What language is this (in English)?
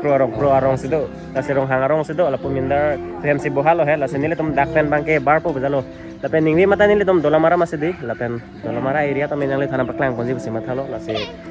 Karbi